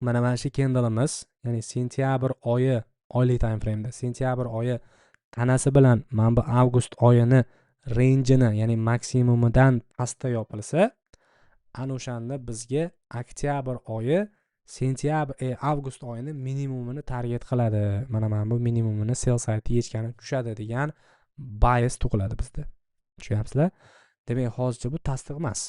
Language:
Uzbek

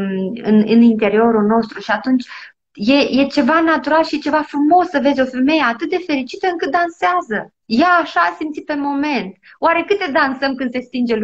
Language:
Romanian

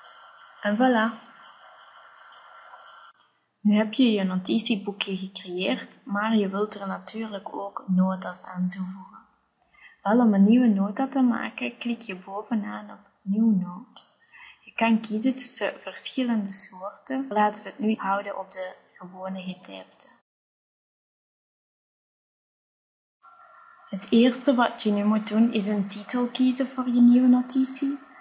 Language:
Dutch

